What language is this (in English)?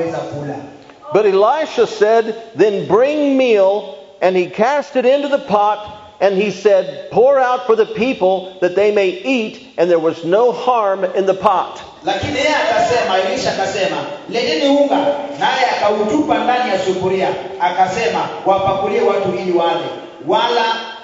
Swahili